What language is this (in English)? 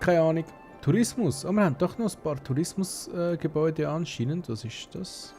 Swiss German